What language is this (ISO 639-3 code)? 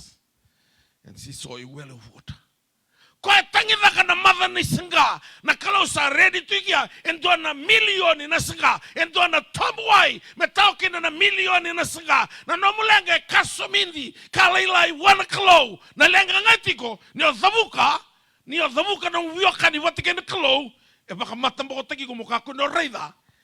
fij